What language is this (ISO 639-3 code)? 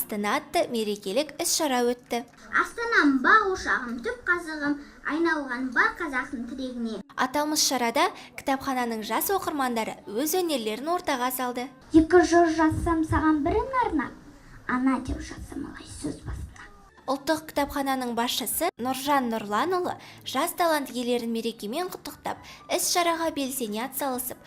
kaz